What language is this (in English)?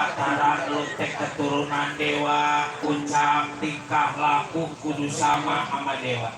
Betawi